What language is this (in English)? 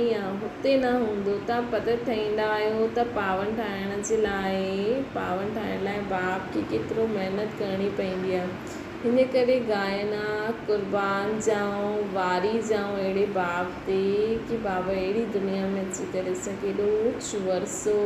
Sindhi